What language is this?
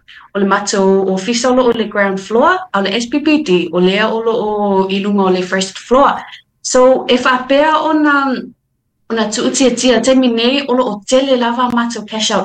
Samoan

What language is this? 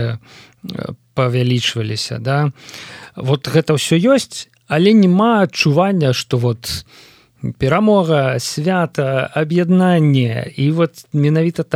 Belarusian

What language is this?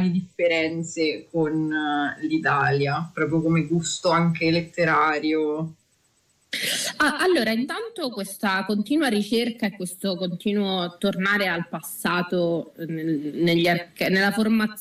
Italian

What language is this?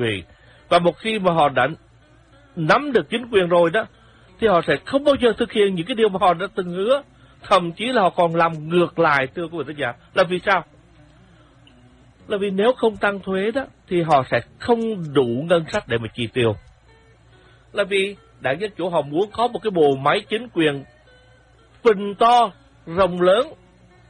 Vietnamese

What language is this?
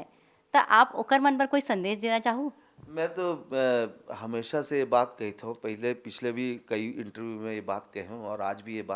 Chhattisgarhi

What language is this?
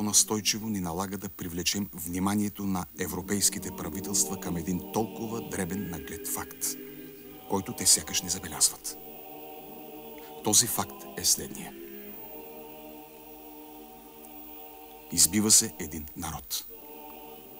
Bulgarian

